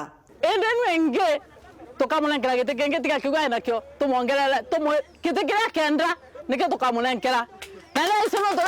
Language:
Meru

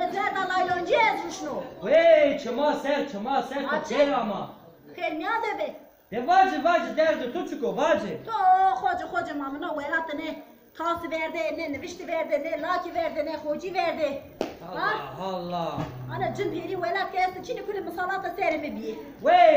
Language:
Zaza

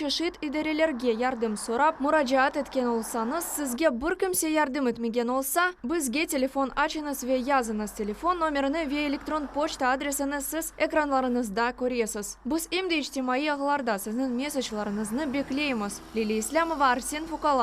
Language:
Crimean Tatar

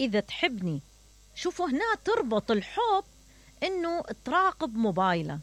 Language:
Mesopotamian Arabic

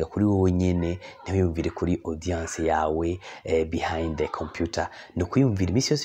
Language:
Rundi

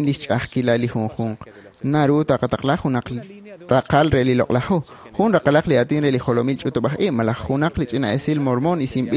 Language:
Kekchí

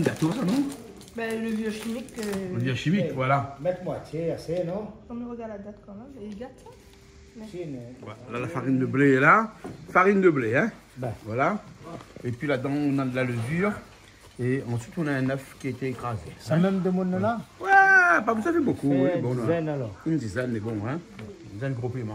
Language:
Réunion Creole French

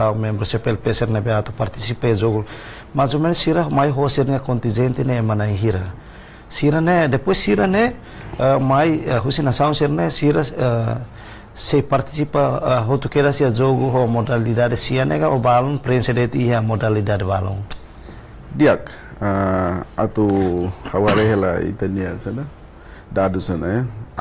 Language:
Tetum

